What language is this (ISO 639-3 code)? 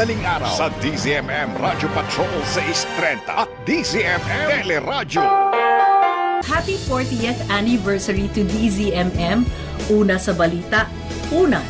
fil